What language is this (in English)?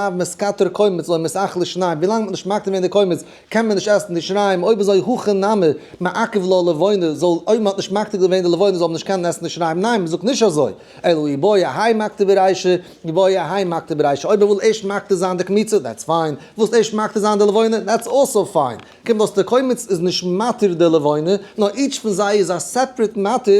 Yiddish